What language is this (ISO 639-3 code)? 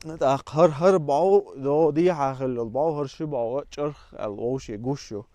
che